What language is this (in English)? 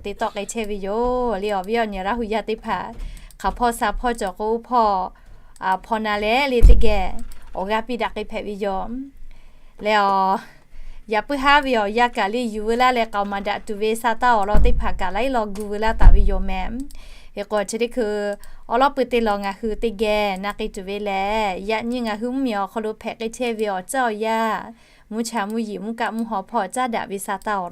Lahu